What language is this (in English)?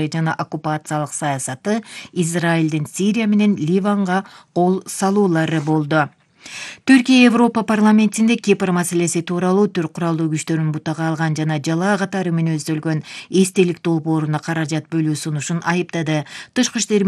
Kyrgyz